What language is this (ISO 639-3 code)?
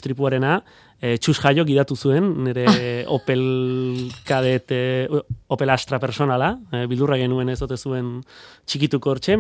eus